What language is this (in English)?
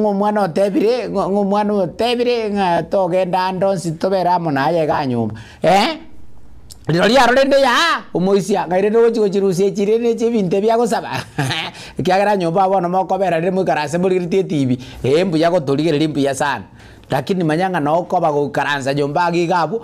Gusii